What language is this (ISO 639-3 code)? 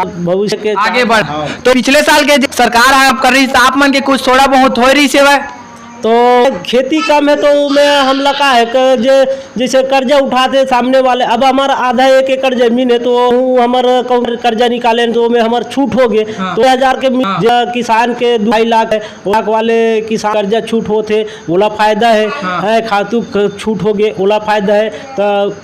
hne